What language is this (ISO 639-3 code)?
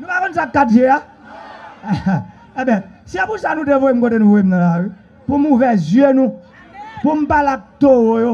hat